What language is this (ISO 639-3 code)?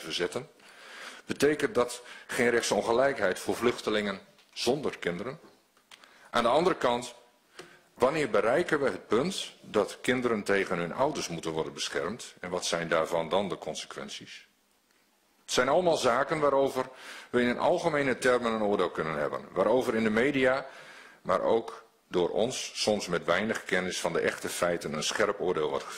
nld